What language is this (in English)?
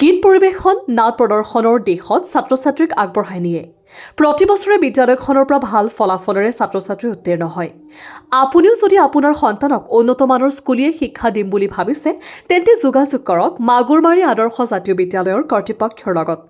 Assamese